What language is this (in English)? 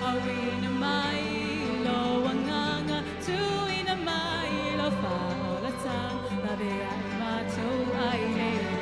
Samoan